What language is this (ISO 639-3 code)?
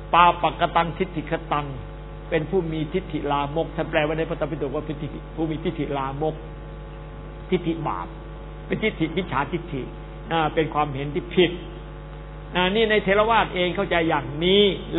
tha